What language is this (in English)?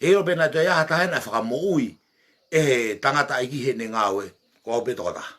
Tongan